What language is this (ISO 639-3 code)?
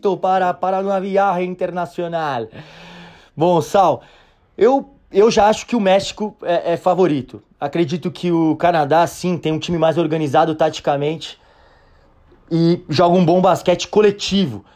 por